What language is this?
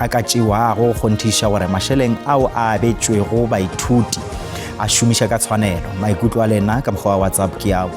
Northern Sotho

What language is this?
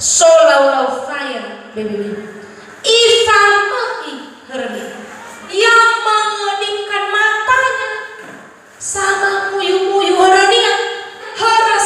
Nias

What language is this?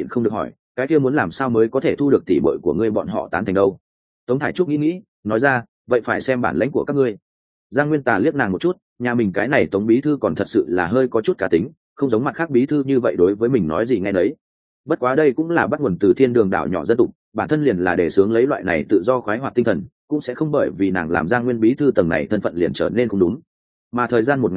Vietnamese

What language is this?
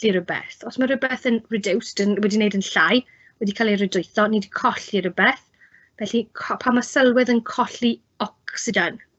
Welsh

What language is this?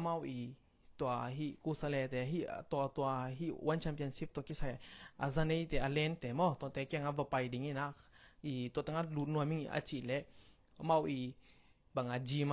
Tedim Chin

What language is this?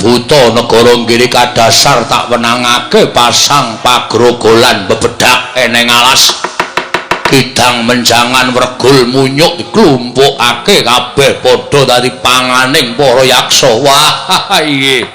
Javanese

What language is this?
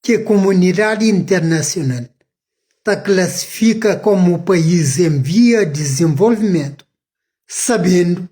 Kabuverdianu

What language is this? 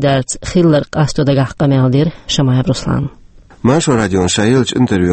Chechen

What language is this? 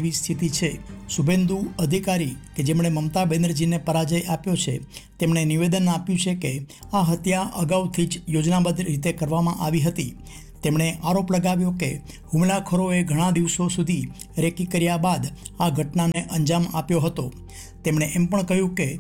Gujarati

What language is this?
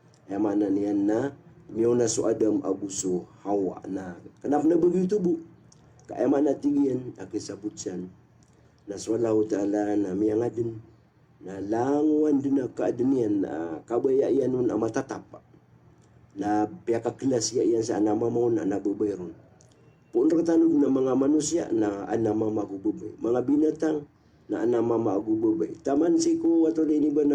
Maranao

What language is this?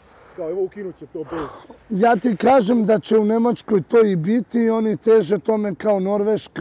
Serbian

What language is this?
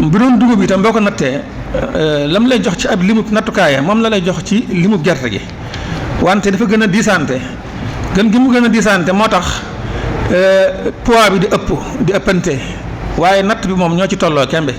Wolof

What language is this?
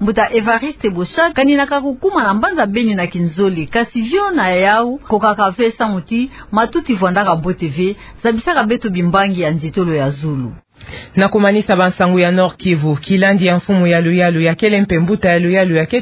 Kituba (Democratic Republic of Congo)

